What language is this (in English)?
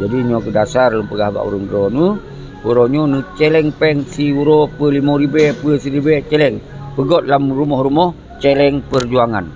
Achinese